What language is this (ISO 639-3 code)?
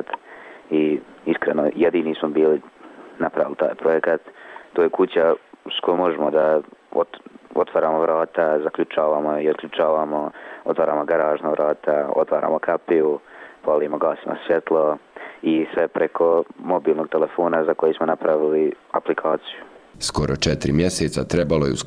bos